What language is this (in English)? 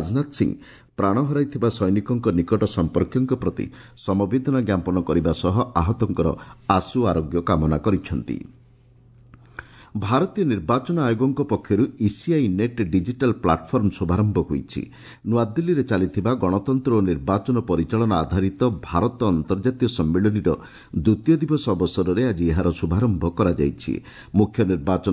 Odia